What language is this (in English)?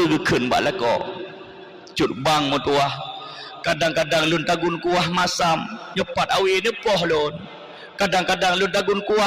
Achinese